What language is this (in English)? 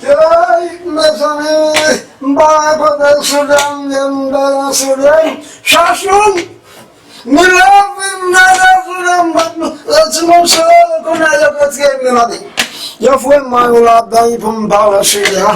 Haitian Creole